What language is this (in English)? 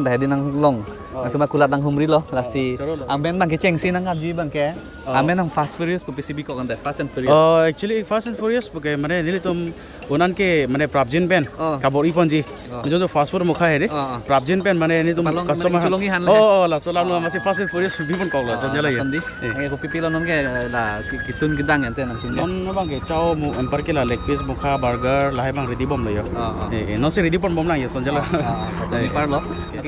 Karbi